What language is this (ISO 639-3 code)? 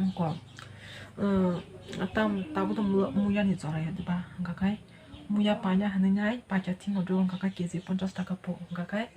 trp